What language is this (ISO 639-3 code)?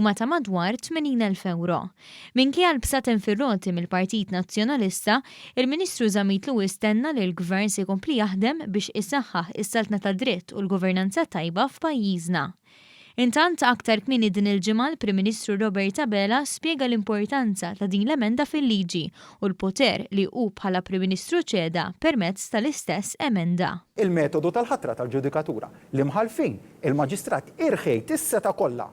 mlt